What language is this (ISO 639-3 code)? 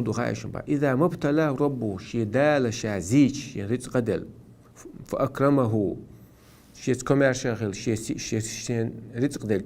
che